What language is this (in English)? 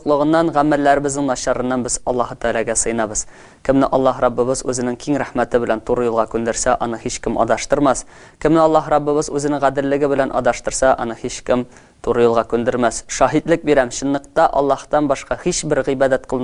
Tatar